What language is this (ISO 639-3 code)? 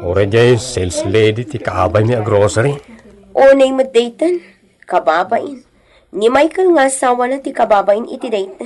ilo